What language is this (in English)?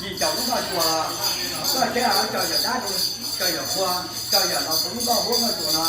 Hmong